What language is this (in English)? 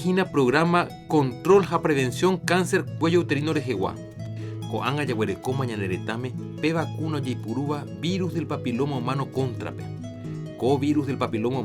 Guarani